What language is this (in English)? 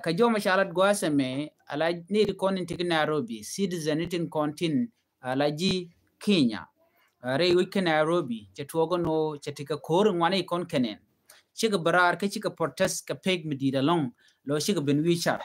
Nuer